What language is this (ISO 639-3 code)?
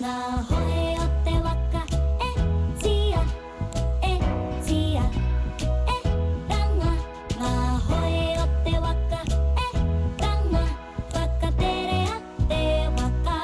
mri